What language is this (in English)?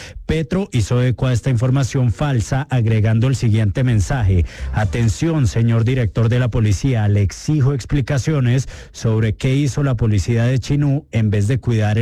Spanish